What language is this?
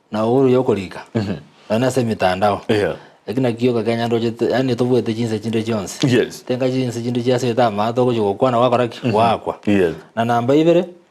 Gusii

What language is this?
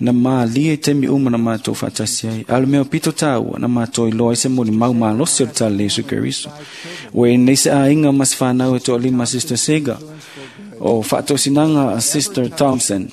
Samoan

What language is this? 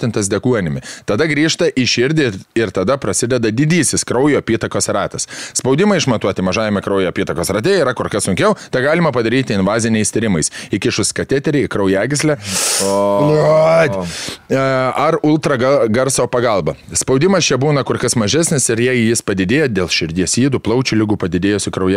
Lithuanian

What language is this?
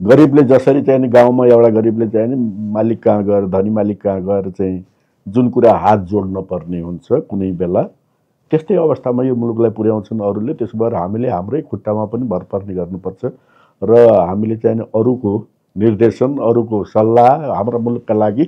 Nepali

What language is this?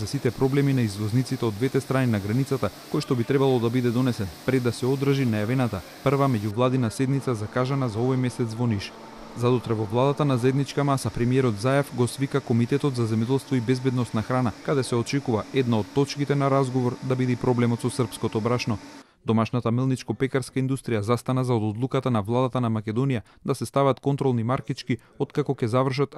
Macedonian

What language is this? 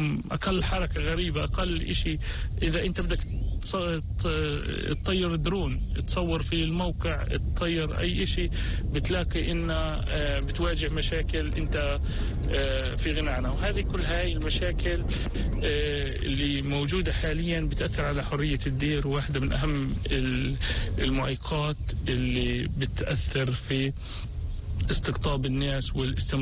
North Levantine Arabic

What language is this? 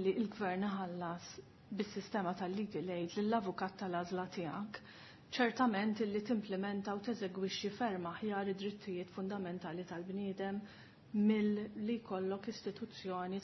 Maltese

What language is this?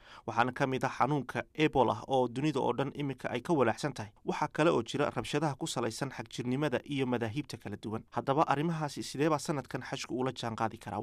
Somali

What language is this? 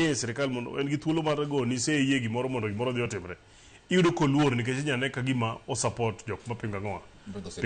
Luo (Kenya and Tanzania)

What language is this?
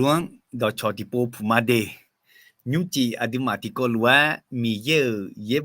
Akha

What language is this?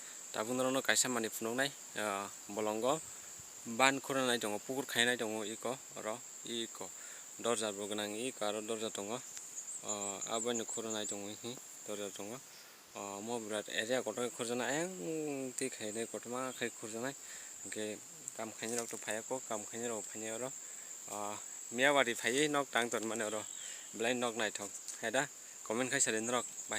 Kok Borok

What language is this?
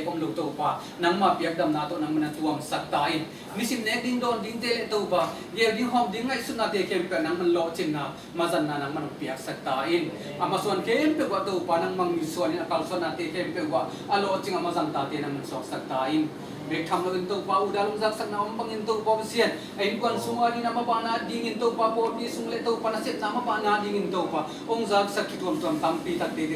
Tedim Chin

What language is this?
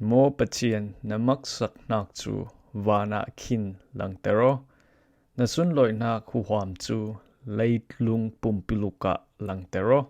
Falam Chin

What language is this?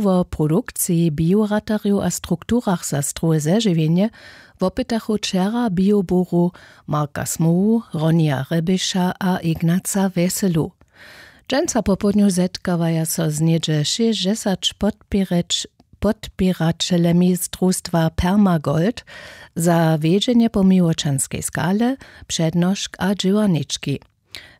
Upper Sorbian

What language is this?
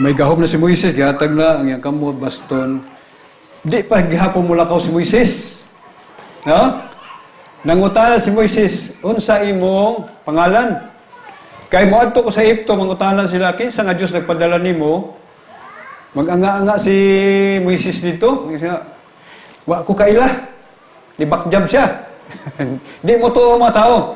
Cebuano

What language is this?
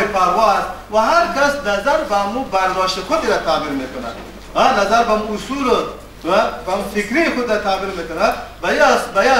Persian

